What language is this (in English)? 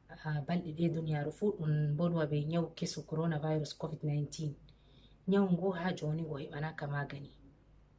Fula